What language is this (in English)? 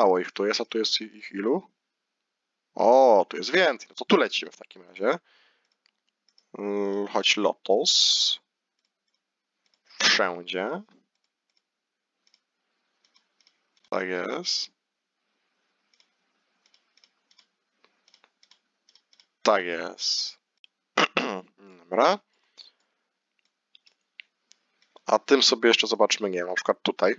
Polish